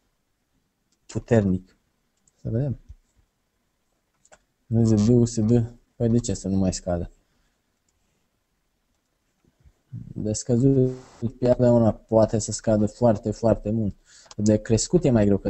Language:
Romanian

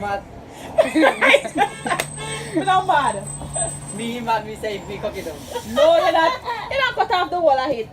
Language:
Jamaican Creole English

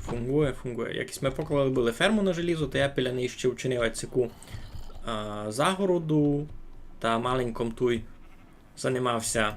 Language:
Rusyn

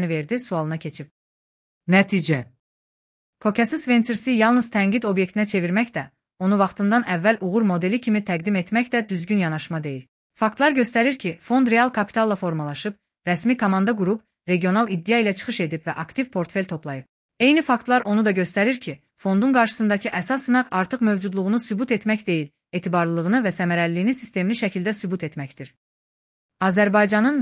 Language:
Azerbaijani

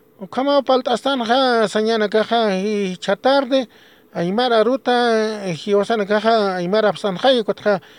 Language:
Aymara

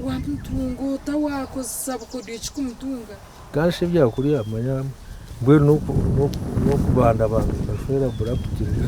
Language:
Nyankole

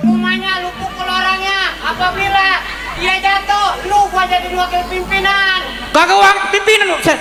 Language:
Betawi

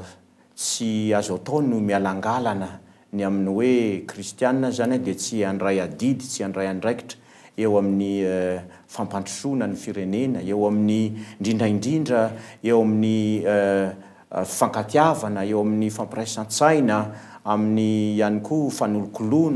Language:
Malagasy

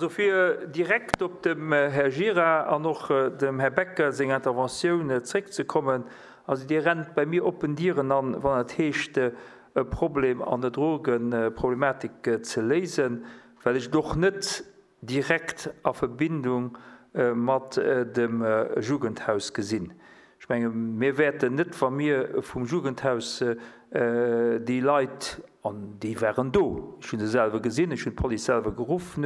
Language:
Luxembourgish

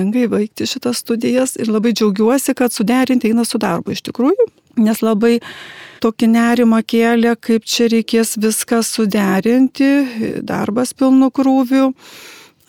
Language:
Lithuanian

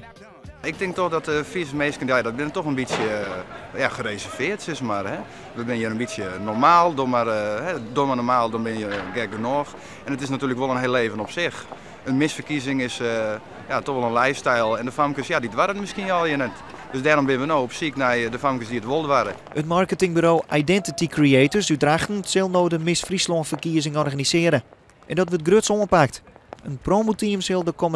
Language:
Western Frisian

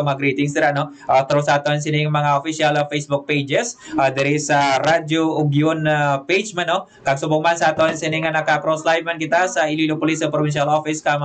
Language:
Hiligaynon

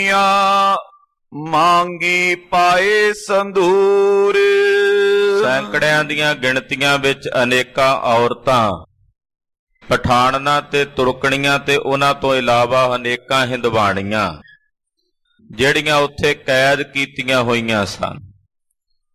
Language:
Punjabi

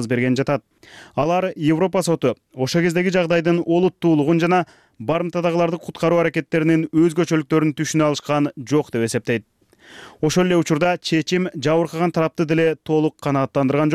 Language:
Kyrgyz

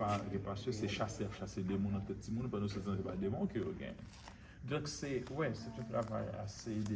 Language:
Haitian Creole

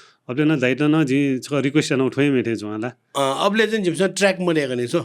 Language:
Newari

